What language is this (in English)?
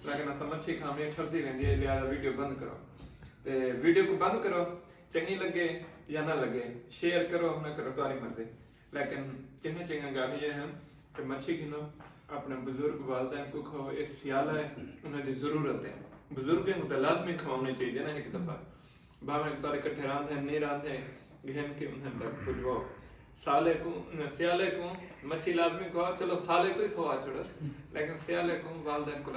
Saraiki